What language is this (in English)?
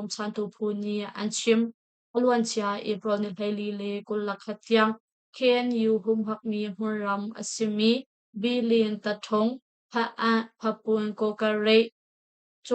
Hakha Chin